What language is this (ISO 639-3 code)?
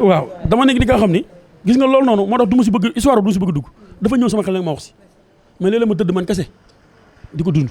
wol